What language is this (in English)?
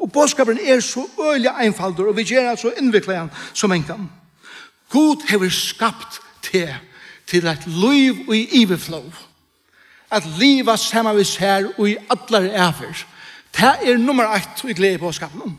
Faroese